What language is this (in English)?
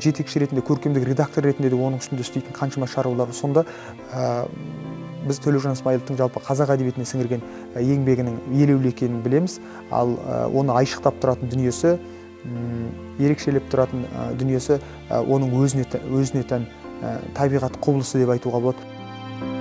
Kazakh